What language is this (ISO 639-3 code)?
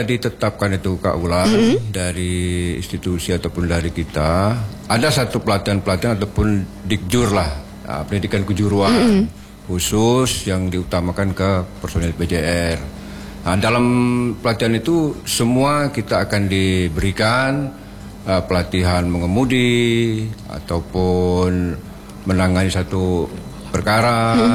ind